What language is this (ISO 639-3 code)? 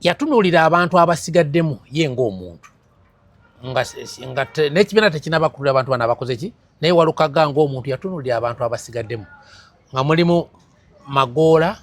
lug